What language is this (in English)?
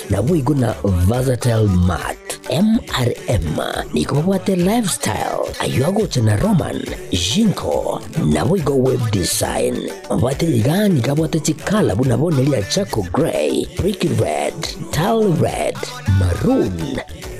Gusii